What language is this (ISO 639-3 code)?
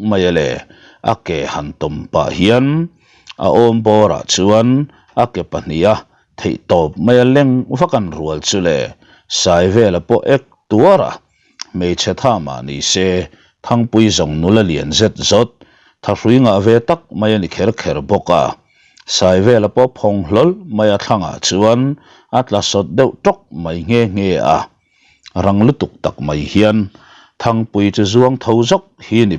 lus